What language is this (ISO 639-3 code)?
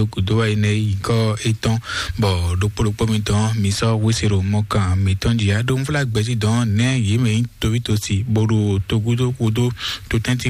fon